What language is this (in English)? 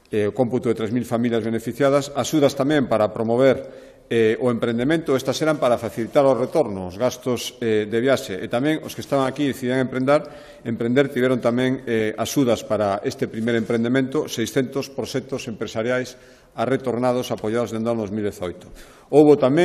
Galician